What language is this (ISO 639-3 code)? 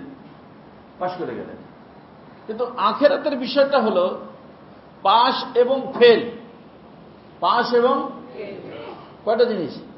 ben